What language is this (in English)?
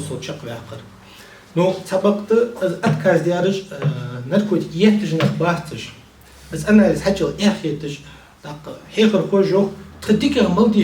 Ingush